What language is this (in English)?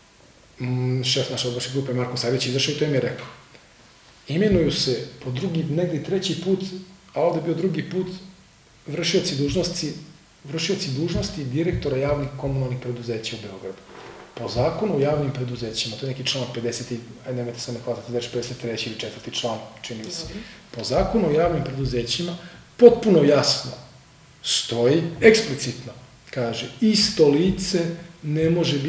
Serbian